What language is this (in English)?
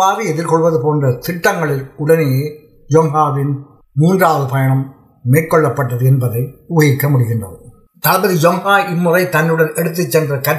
Tamil